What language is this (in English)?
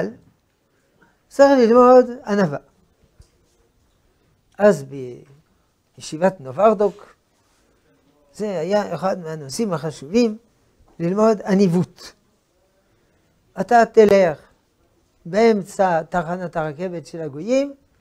Hebrew